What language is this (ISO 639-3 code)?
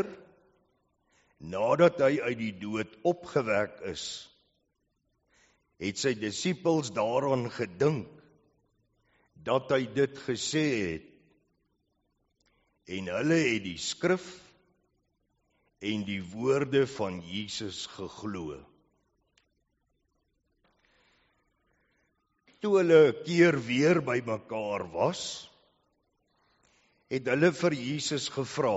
afr